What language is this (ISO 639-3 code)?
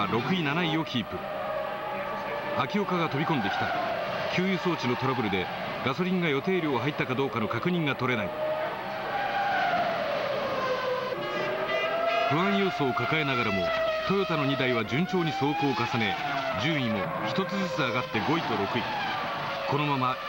jpn